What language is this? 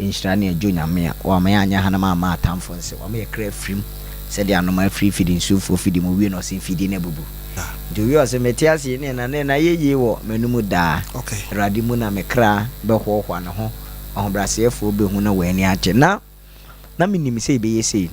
Akan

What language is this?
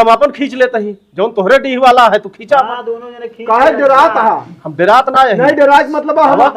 Awadhi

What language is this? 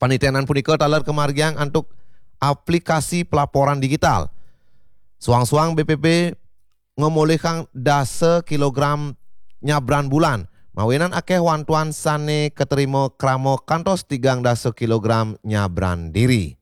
Balinese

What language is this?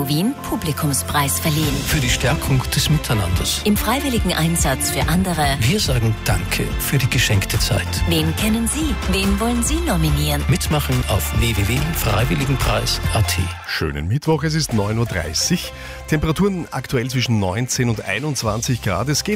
German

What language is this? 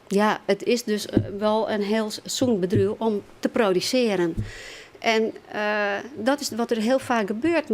Western Frisian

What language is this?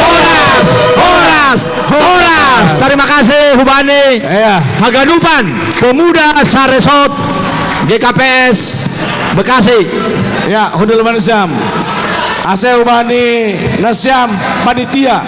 Batak Simalungun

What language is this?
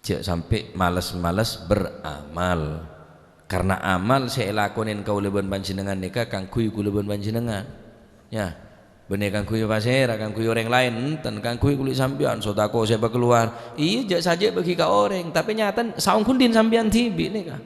Madurese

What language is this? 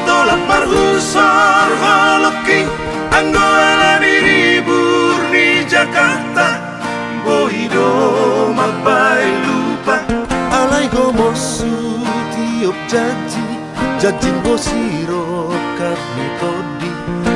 Batak Toba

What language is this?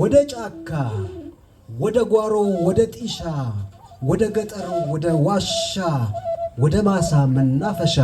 Amharic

